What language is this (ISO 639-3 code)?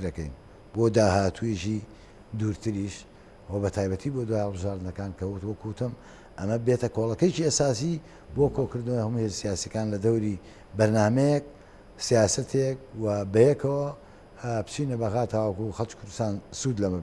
ckb